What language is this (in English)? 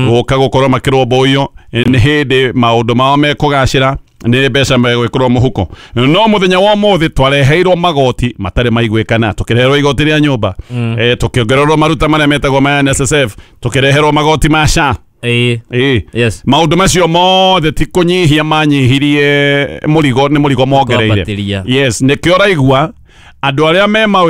Kikuyu